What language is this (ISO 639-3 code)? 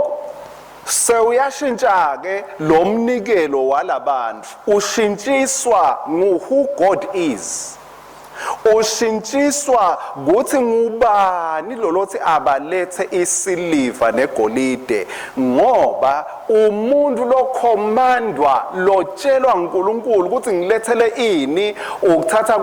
ssw